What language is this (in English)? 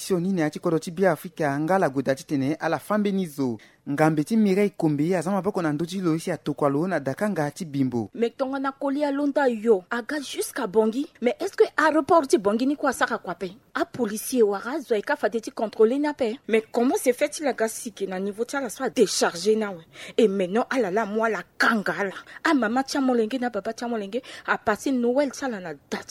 Sango